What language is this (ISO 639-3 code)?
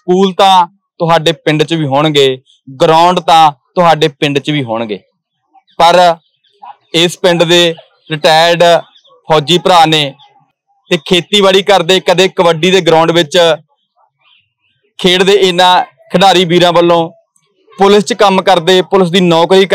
pan